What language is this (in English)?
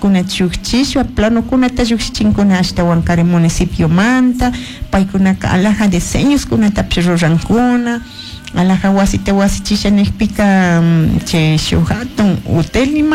Chimborazo Highland Quichua